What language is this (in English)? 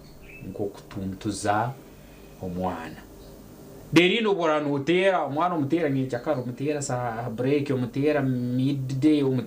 Nyankole